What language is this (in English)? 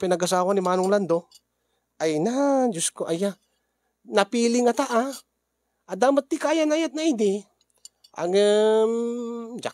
Iloko